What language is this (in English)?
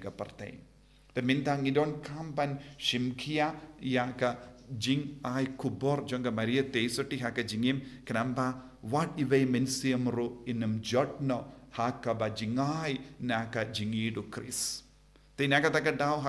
Khasi